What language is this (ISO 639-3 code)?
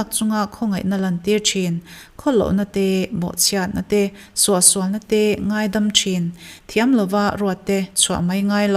lus